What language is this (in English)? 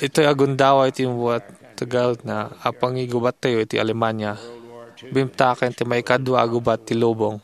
Iloko